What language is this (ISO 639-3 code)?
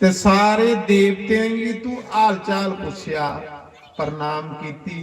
doi